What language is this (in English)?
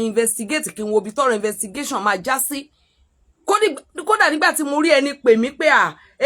Yoruba